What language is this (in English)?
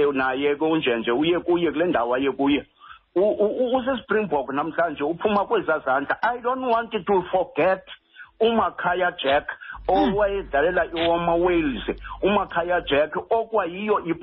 Xhosa